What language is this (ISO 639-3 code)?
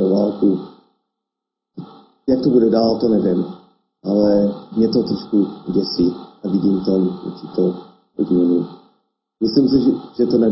ces